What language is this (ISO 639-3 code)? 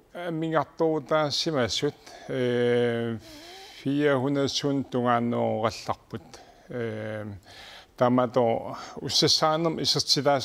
kal